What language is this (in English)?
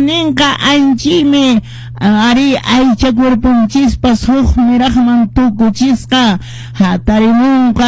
Quechua